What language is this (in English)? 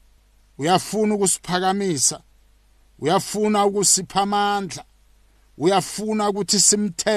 South Ndebele